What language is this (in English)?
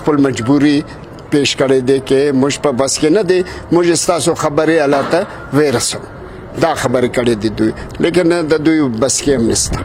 Pashto